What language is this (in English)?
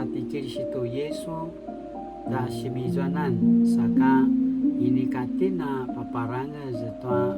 Paiwan